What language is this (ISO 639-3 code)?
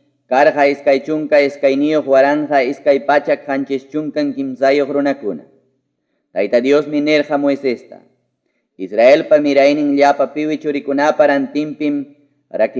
quy